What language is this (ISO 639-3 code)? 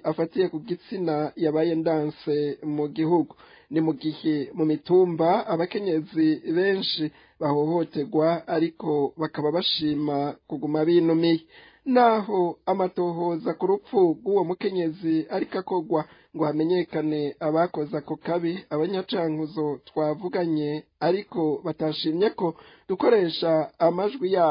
run